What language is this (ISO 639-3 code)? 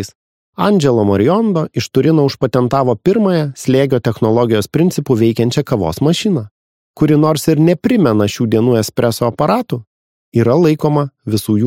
lit